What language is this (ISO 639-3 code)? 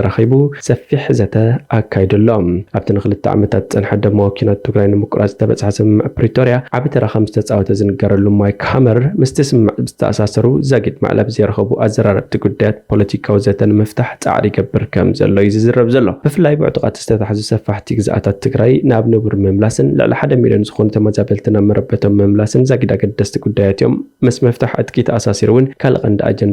tir